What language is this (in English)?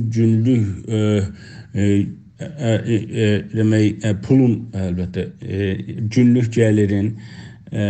South Azerbaijani